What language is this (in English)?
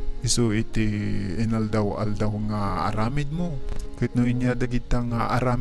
Iloko